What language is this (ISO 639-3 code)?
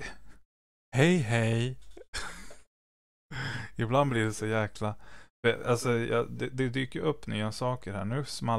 swe